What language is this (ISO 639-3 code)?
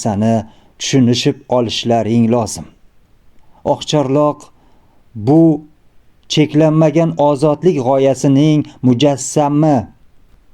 uzb